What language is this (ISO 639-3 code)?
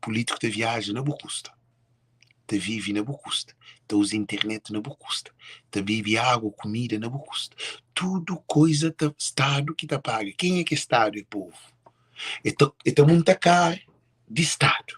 kea